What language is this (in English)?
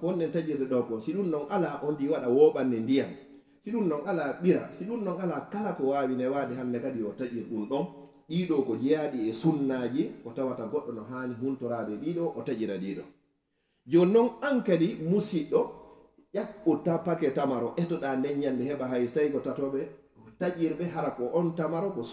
Fula